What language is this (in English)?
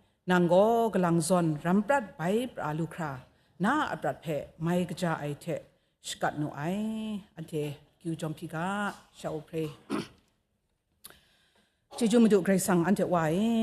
Kachin